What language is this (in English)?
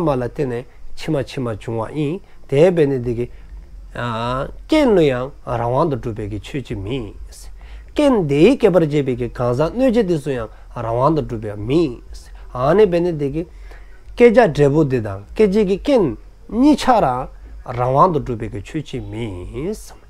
Dzongkha